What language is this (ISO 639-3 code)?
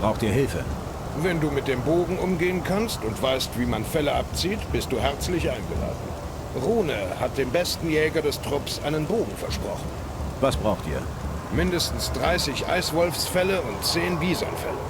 bar